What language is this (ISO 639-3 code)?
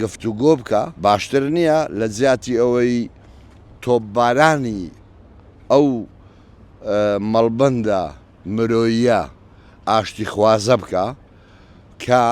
ckb